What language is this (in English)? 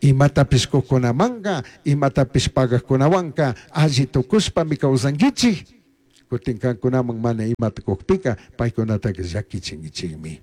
Chimborazo Highland Quichua